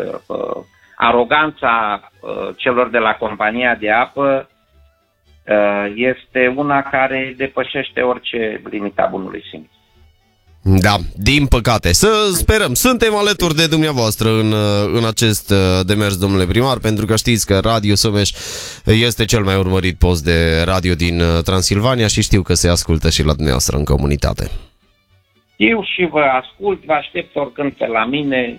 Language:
Romanian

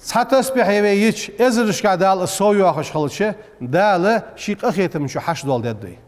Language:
Ingush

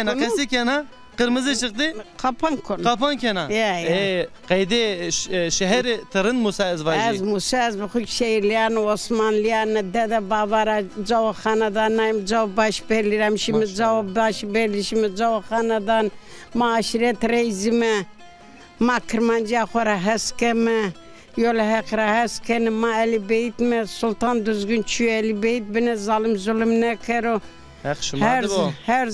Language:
Zaza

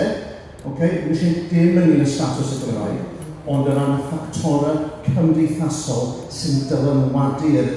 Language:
Welsh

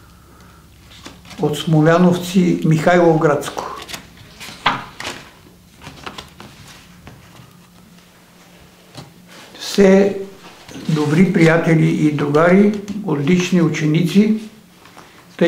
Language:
Bulgarian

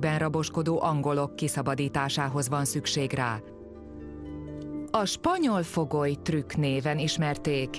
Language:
Hungarian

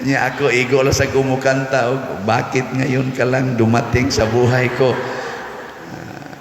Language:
Cebuano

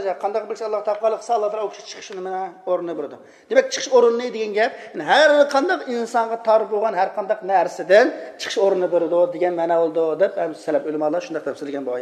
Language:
Uyghur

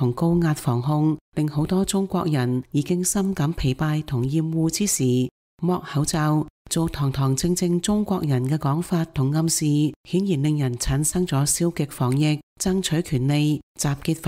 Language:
Cantonese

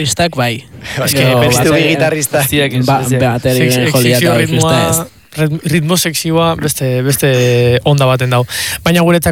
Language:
Basque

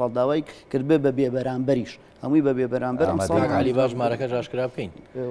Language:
Central Kurdish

